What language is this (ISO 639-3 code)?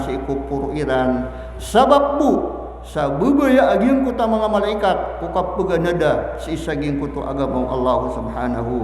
mrw